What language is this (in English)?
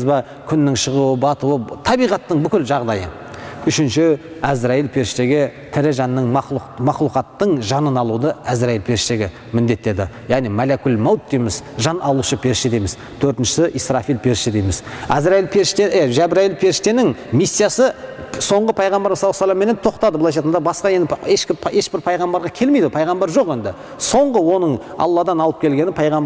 Kazakh